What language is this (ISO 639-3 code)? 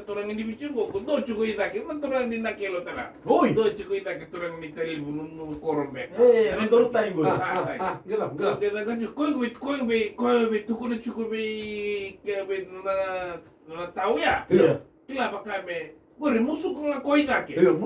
fij